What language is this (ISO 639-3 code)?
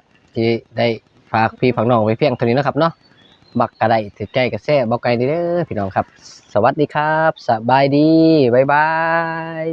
tts